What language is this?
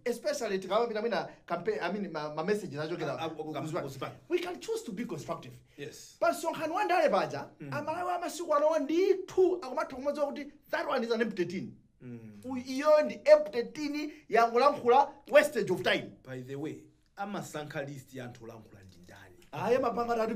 Nyanja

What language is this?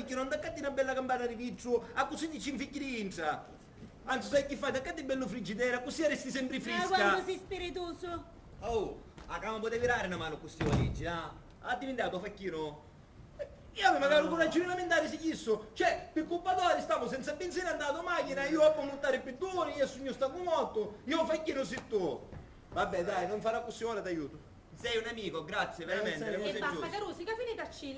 Sicilian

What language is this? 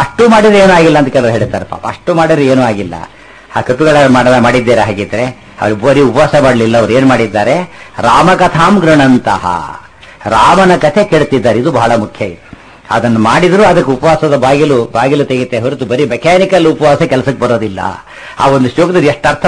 Kannada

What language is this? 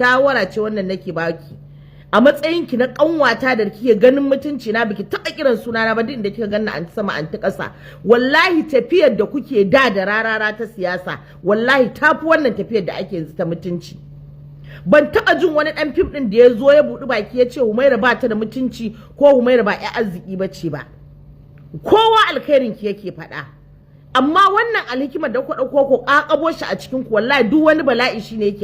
Hausa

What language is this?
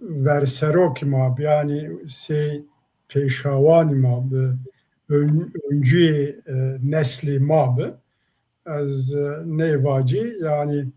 Zaza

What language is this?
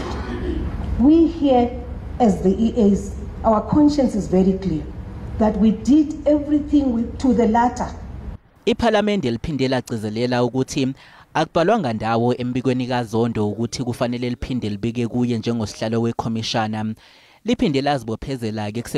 Zulu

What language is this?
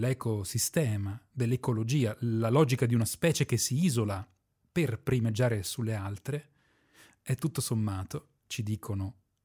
Italian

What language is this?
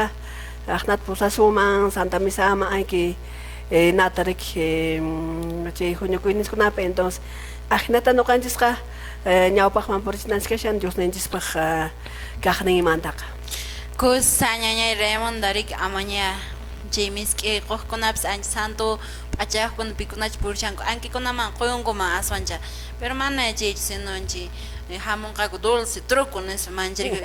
Quechua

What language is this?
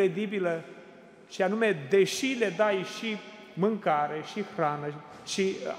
Romanian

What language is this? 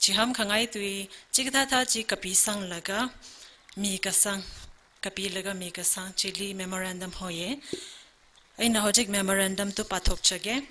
Tangkhul Naga (India)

